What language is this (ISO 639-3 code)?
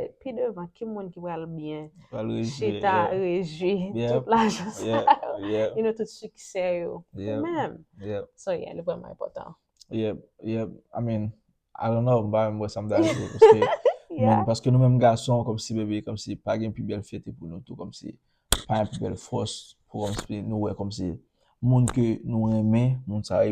hat